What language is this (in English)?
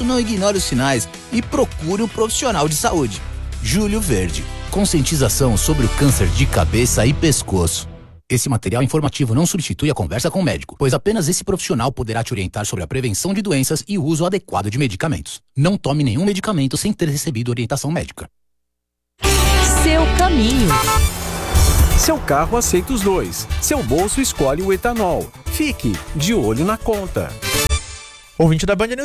Portuguese